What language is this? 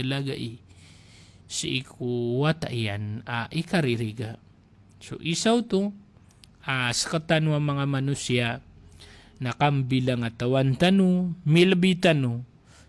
Maranao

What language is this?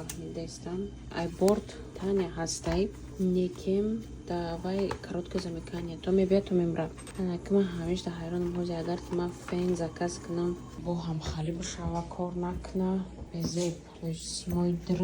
Tajik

